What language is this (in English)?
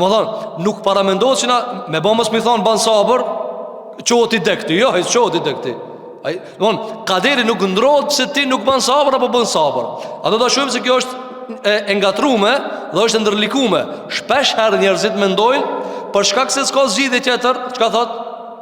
Albanian